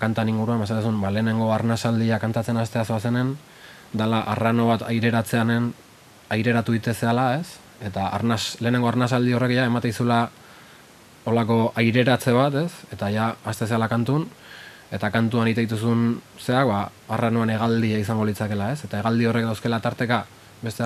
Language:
Basque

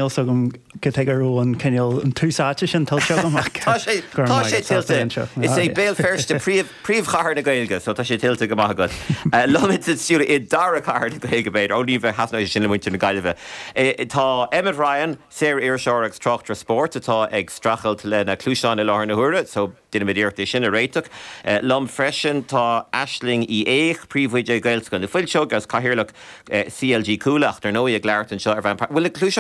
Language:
Irish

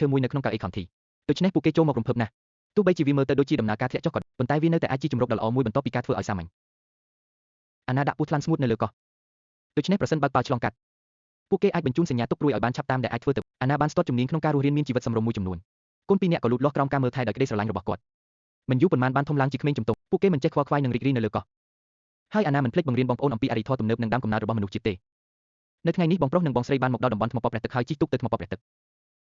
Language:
Khmer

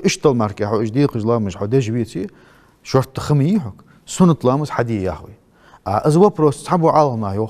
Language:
Ingush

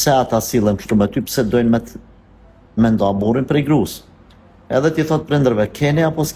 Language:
Albanian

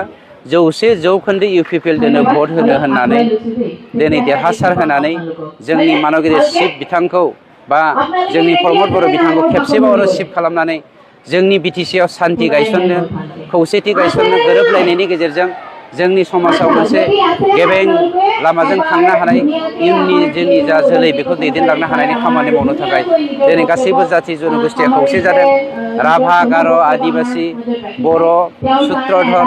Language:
Bodo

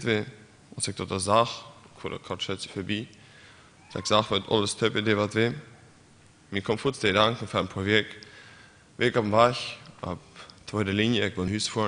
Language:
Plautdietsch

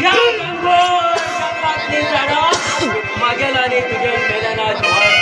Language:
Konkani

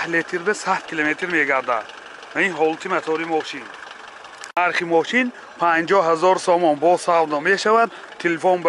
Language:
Tajik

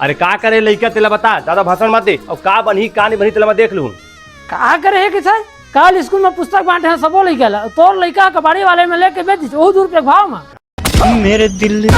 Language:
Chhattisgarhi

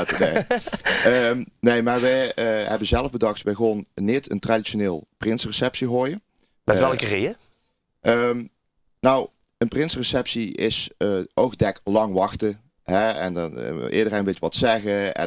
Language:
Limburgish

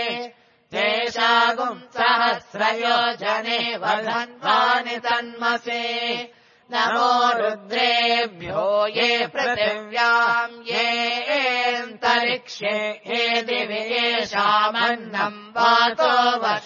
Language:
Sanskrit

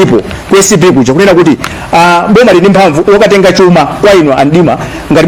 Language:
Nyanja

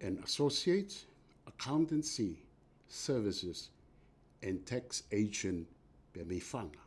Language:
Tongan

